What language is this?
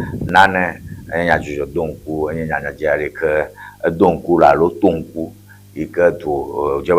Ewe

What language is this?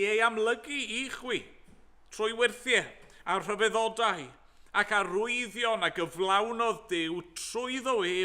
Welsh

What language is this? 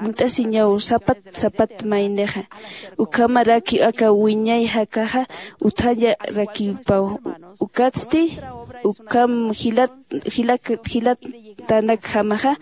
Aymara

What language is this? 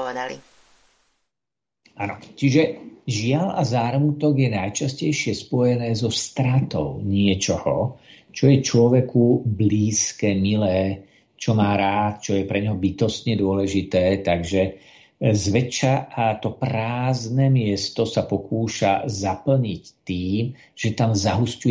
Slovak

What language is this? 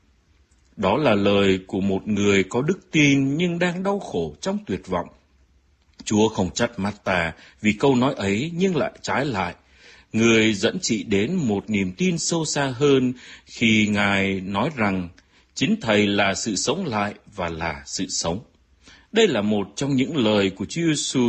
Vietnamese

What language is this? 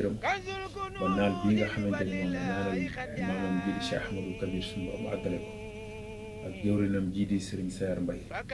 Wolof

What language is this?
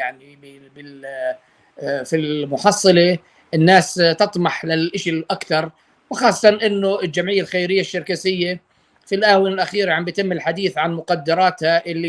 North Levantine Arabic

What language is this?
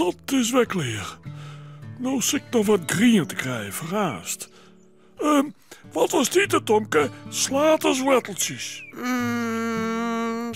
Western Frisian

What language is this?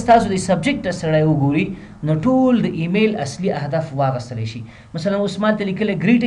Pashto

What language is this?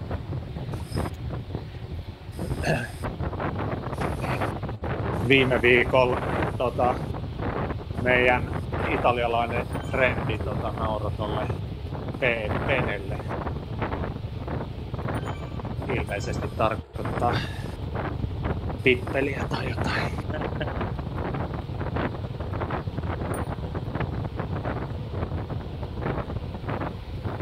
Finnish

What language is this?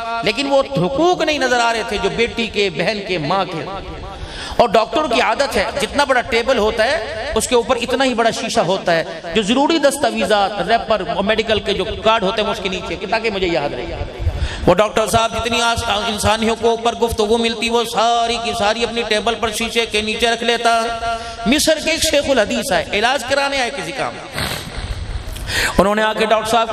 Urdu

